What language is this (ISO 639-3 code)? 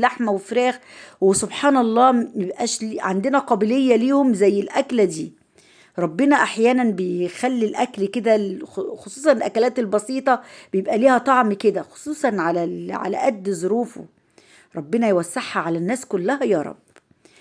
arz